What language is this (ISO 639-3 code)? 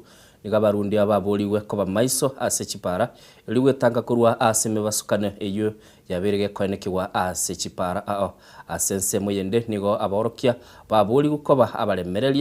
guz